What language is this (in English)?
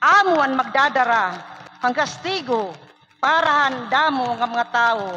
Waray